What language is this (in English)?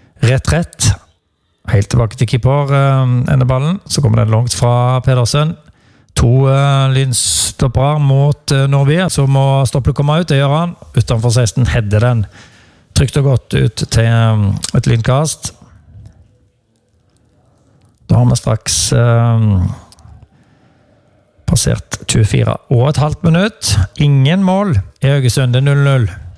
Norwegian